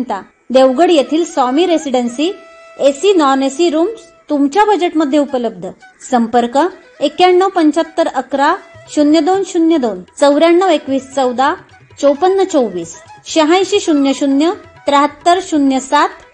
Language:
Marathi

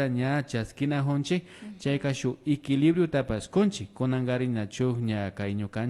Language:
Imbabura Highland Quichua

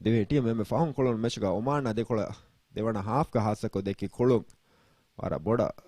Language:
Divehi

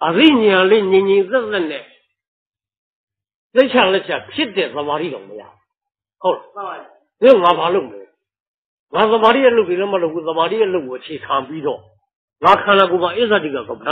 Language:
Burmese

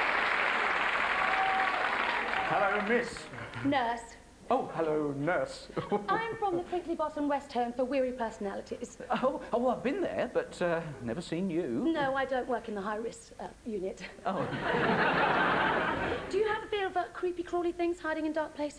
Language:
English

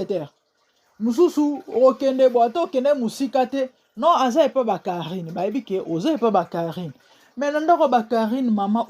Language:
Lingala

